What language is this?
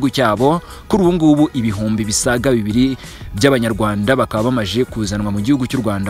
Kinyarwanda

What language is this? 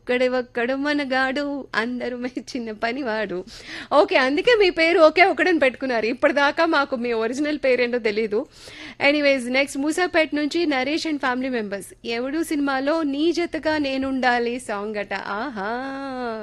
Telugu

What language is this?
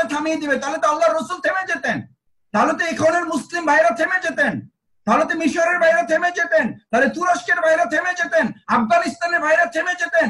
Bangla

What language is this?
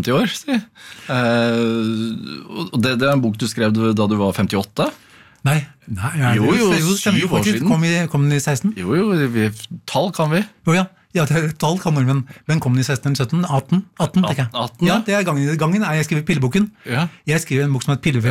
Norwegian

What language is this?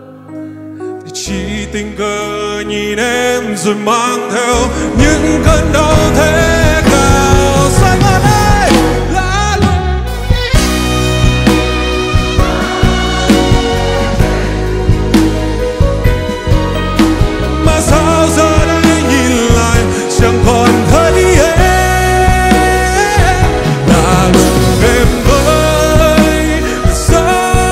Vietnamese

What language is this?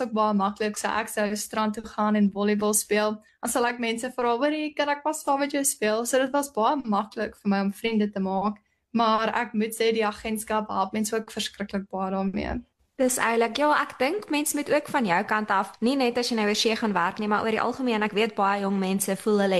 Afrikaans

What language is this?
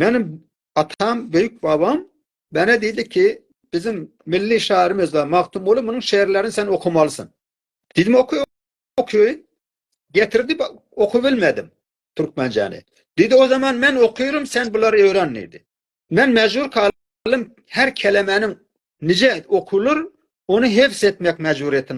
South Azerbaijani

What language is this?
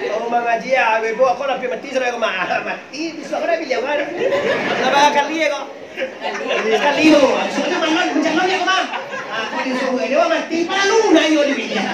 Minangkabau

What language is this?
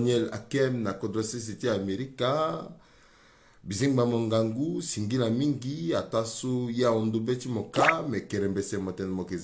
Sango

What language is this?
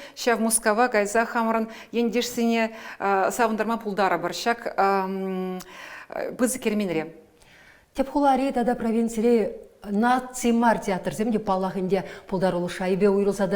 Chuvash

